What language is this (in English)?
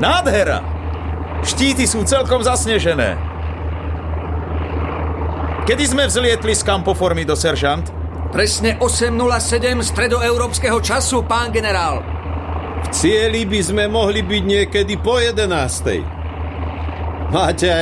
Slovak